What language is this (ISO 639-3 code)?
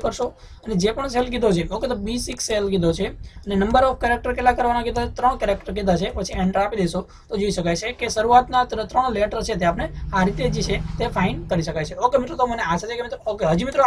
guj